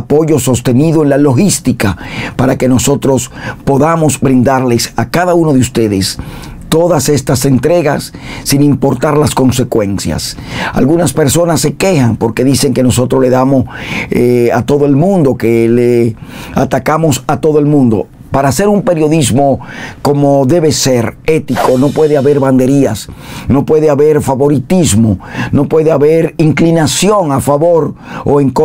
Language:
Spanish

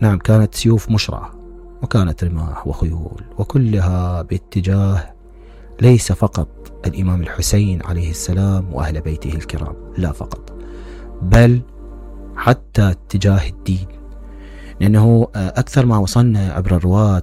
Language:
Mesopotamian Arabic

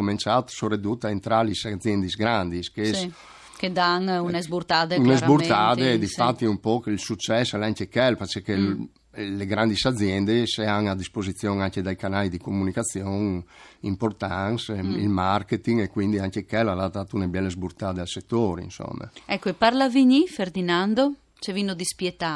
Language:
Friulian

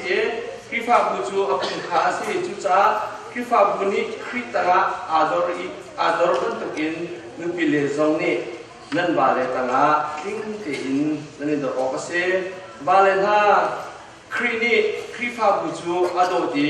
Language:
Hakha Chin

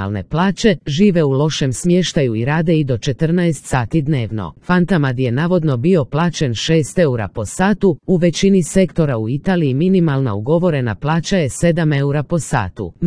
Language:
Croatian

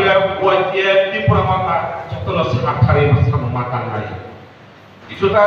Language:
Kok Borok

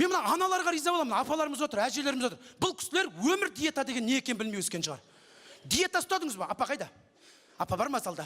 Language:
Kazakh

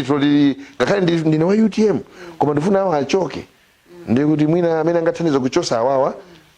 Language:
Nyanja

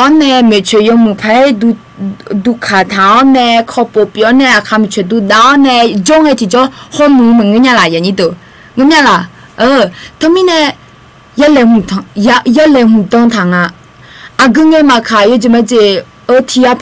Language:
Akha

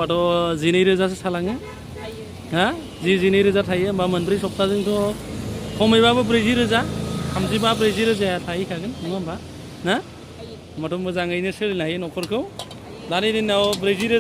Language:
Bodo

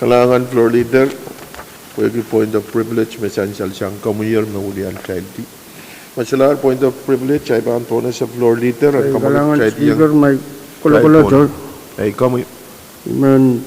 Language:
Pohnpeian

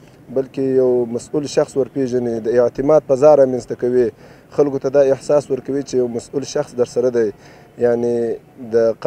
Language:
Pashto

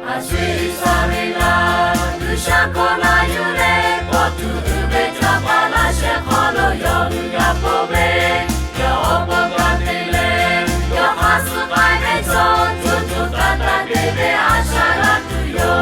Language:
Lahu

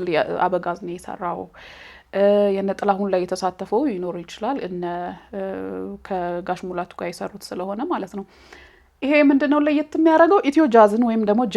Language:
Amharic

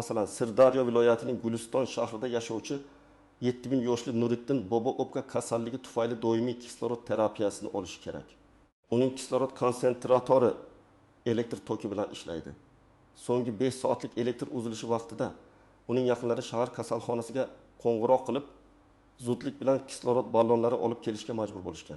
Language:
Uzbek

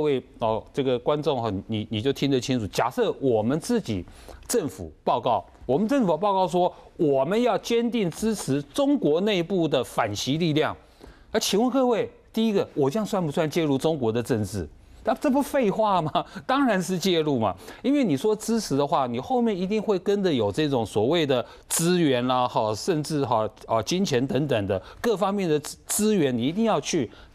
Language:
Chinese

